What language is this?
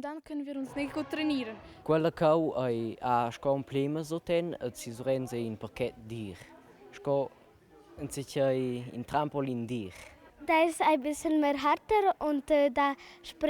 Romansh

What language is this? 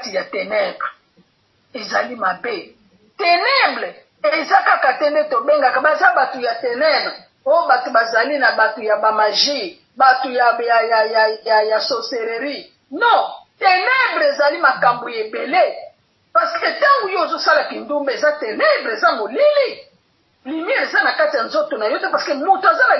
Lingala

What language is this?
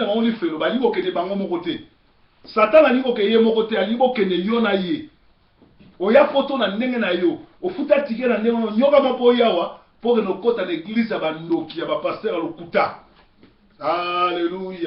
Lingala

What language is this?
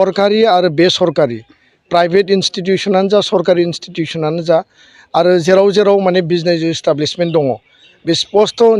Bodo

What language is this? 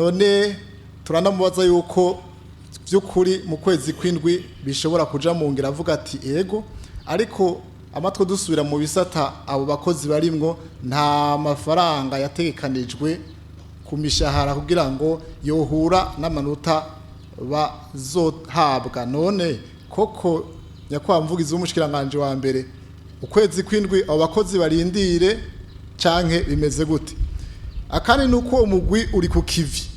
Rundi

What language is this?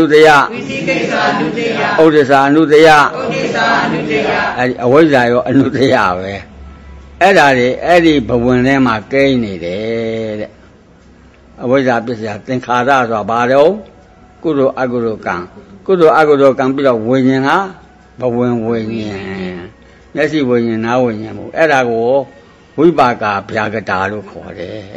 Burmese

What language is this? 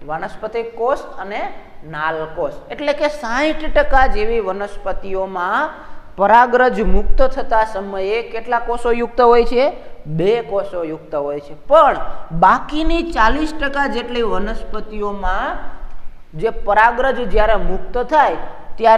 Gujarati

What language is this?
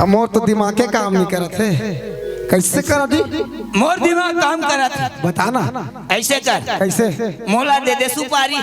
Chhattisgarhi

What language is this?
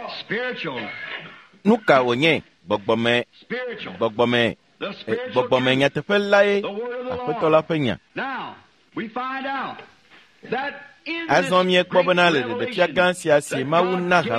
Ewe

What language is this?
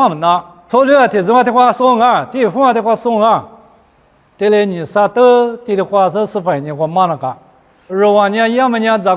Lisu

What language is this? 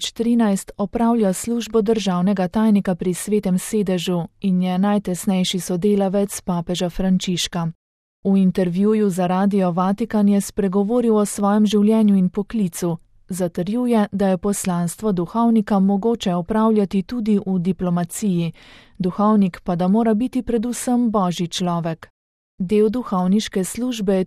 Slovenian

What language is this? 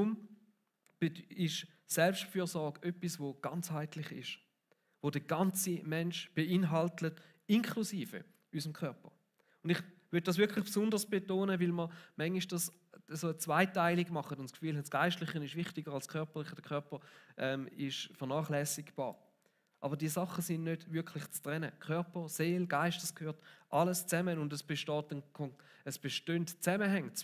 Swiss German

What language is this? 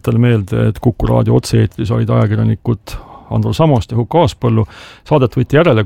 Estonian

